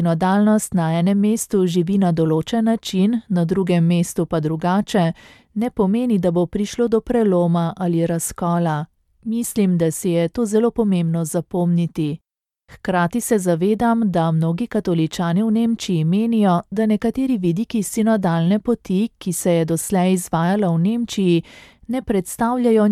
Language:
Slovenian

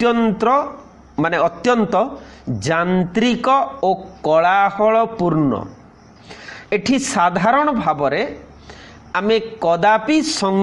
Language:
Odia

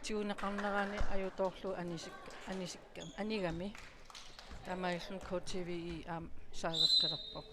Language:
Kalaallisut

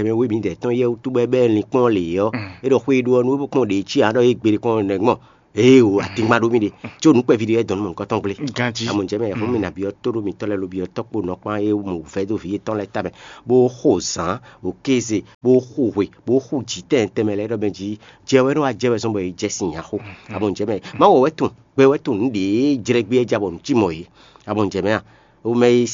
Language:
Fon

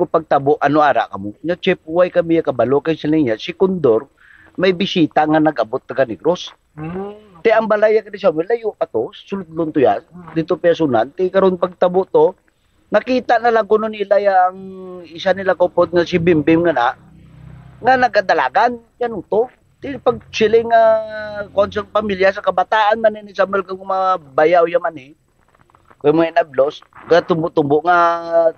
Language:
Hiligaynon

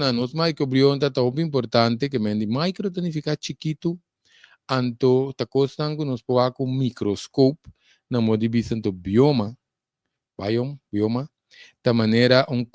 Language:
Papiamento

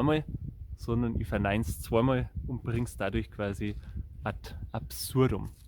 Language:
Bavarian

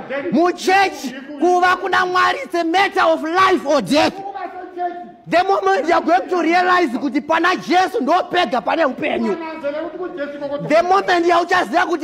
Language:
Shona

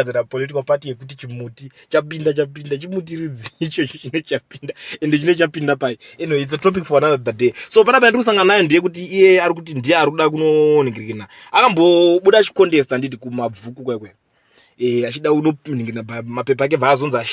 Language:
Shona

